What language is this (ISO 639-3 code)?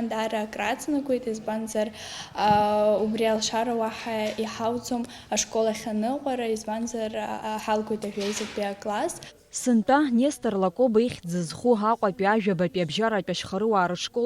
abk